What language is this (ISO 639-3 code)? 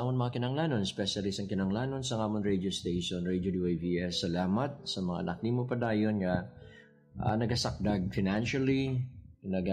hil